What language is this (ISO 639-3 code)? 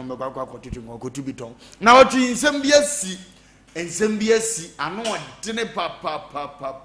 aka